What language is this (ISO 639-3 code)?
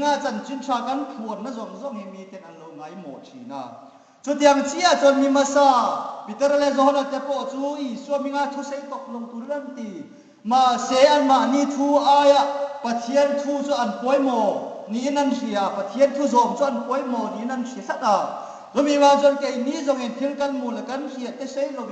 hmr